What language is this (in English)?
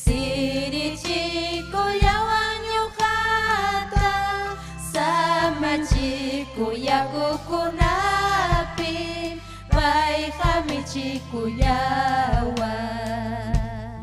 Ayacucho Quechua